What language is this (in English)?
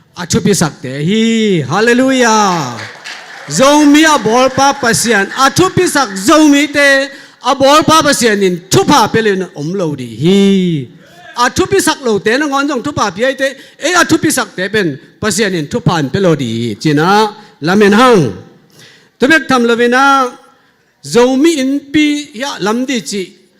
Tedim Chin